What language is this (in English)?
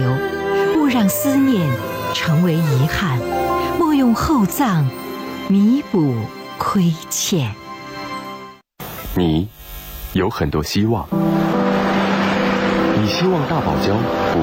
Chinese